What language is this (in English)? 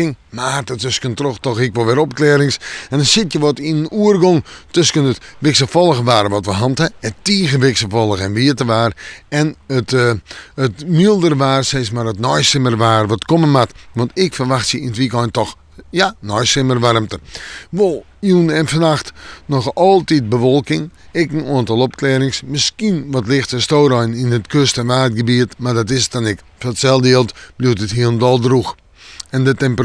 Western Frisian